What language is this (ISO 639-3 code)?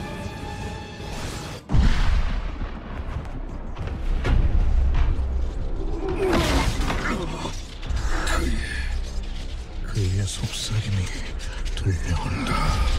kor